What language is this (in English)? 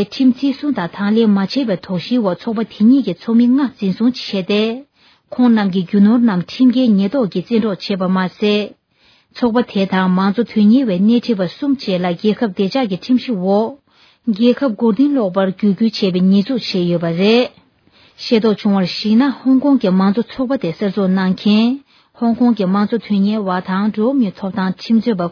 Tibetan